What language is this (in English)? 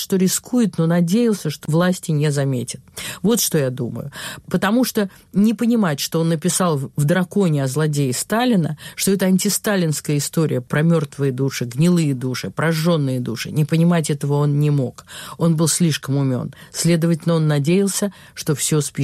Russian